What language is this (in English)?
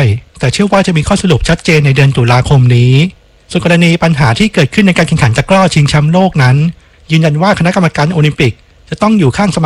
Thai